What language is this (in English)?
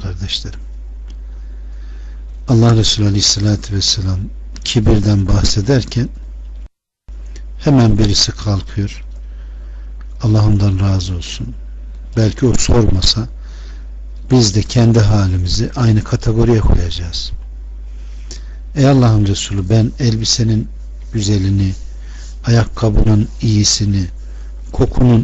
Turkish